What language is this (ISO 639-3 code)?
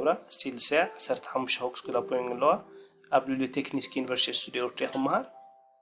tir